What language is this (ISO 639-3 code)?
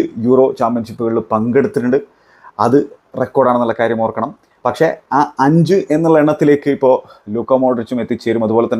mal